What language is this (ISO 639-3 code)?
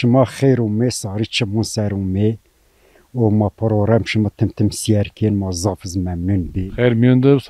zza